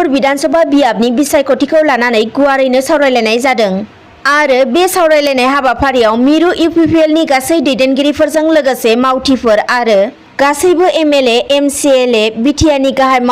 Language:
Bodo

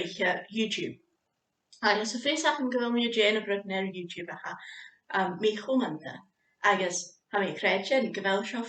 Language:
Scottish Gaelic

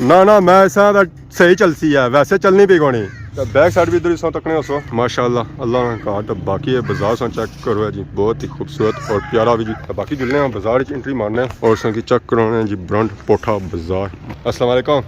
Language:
Pahari-Potwari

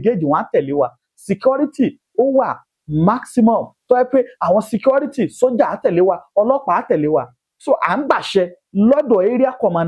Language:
Yoruba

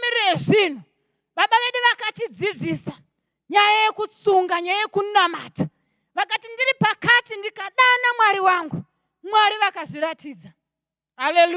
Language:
Shona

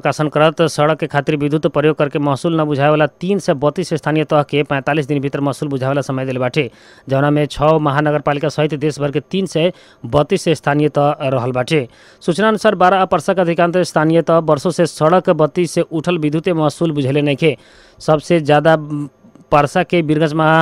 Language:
Bhojpuri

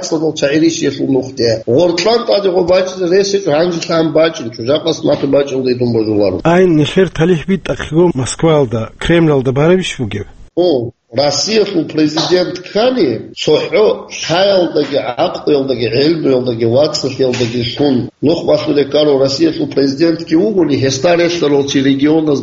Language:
Avaric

